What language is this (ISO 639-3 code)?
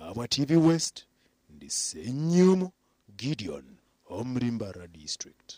nyn